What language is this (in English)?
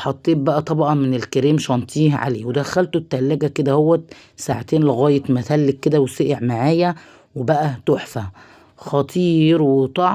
Egyptian Arabic